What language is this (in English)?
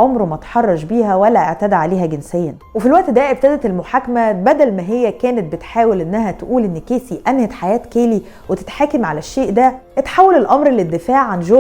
Egyptian Arabic